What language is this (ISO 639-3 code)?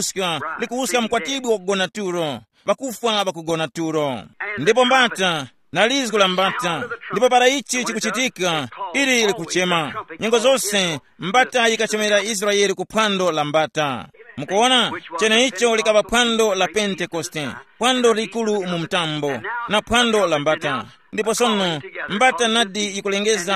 tum